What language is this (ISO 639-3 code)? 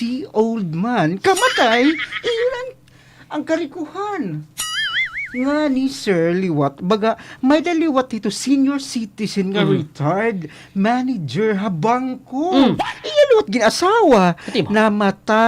war